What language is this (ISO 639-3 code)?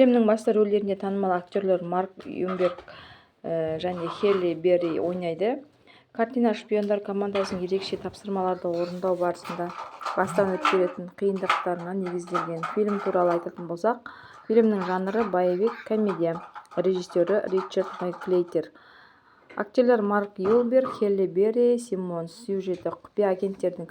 kaz